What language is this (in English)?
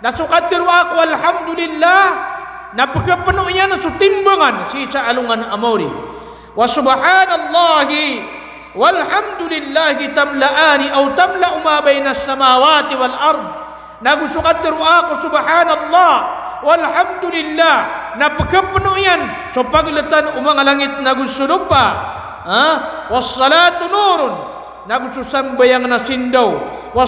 Maranao